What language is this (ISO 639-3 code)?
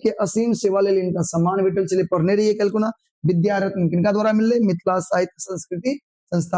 mai